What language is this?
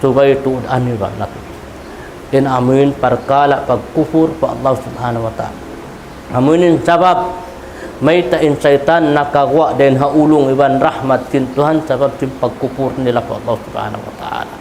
Tausug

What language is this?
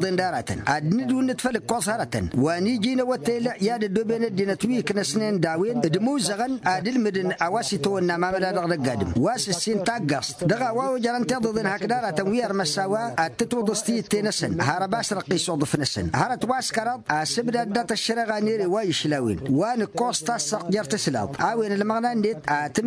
Tamasheq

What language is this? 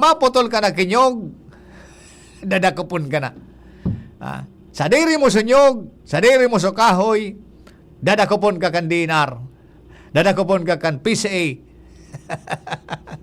Bikol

